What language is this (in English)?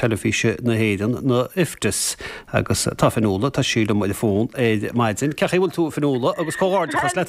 Irish